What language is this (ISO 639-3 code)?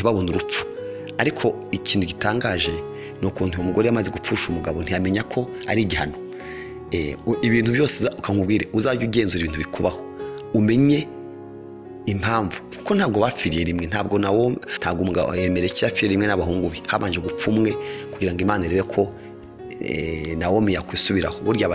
kin